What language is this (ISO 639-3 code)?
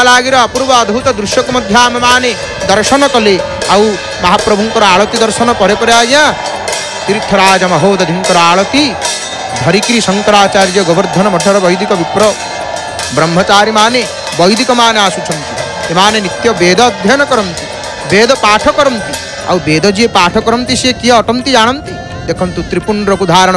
ori